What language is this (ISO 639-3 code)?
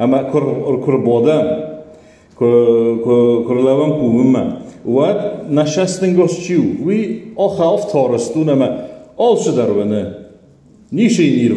oss